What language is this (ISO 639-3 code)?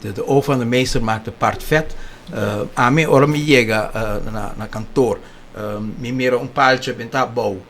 pap